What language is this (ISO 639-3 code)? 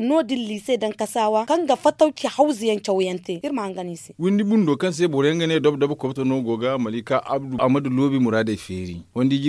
dje